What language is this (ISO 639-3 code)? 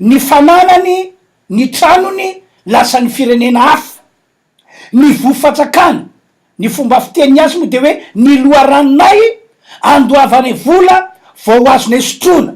mlg